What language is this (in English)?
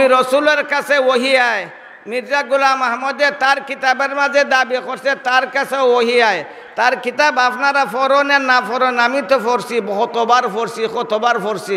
Sylheti